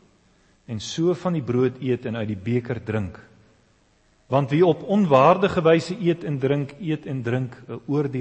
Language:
Afrikaans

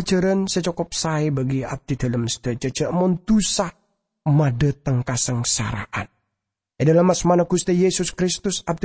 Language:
Madurese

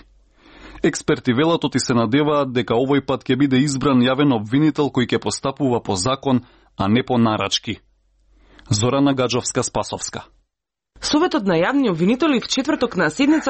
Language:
Macedonian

